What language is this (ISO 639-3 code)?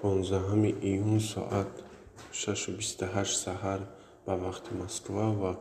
tgk